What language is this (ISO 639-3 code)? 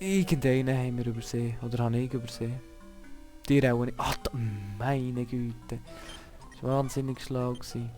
gsw